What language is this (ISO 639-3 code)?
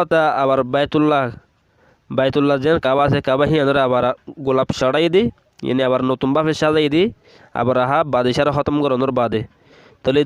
rhg